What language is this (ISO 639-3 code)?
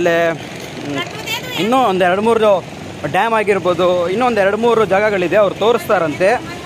kan